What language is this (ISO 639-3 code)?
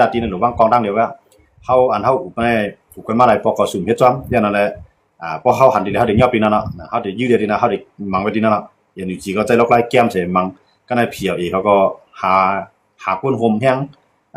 shn